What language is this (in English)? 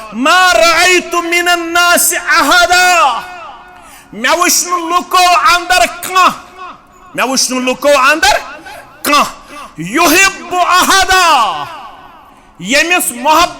Kashmiri